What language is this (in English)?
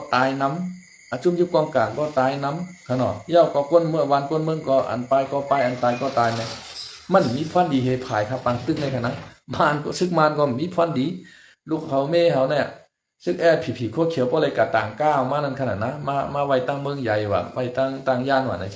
Shan